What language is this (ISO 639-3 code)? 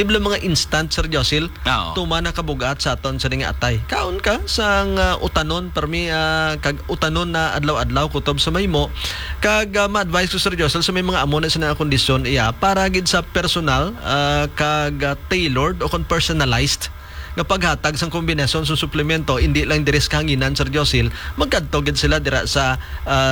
hil